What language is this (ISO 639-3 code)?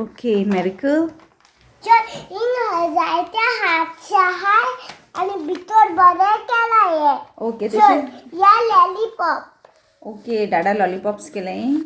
kok